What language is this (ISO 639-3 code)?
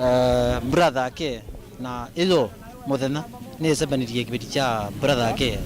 kam